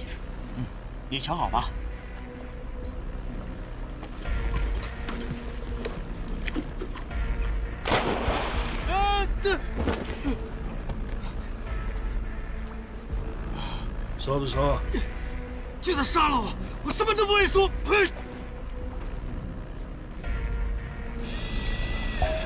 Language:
Chinese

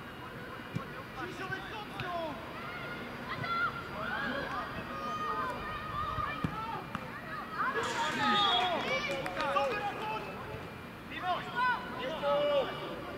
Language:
Slovak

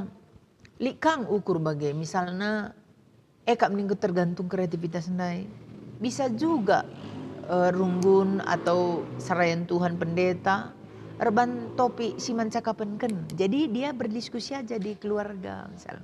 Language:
Batak Karo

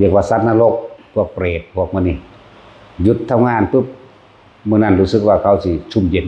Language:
Lao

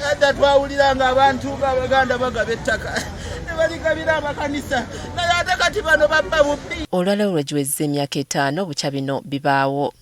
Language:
Ganda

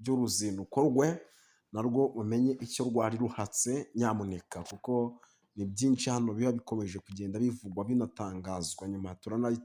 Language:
Kinyarwanda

